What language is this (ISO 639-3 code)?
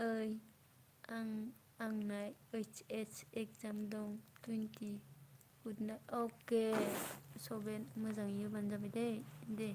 brx